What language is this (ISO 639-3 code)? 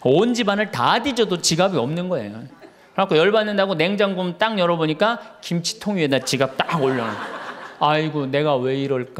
kor